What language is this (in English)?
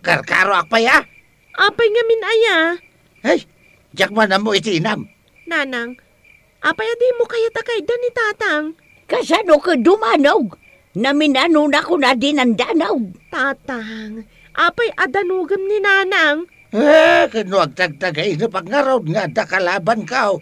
Iloko